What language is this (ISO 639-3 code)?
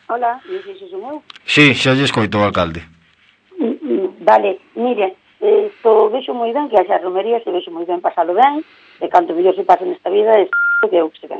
glg